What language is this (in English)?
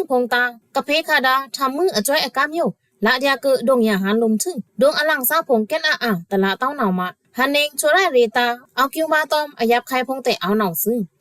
Pa'o Karen